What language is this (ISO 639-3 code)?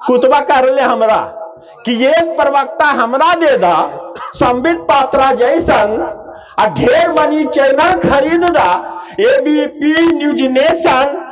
mag